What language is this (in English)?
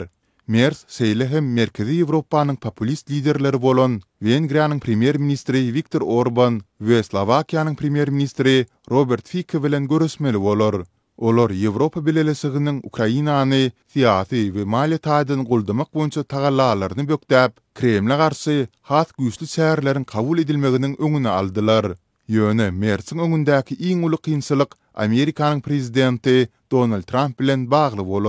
Turkmen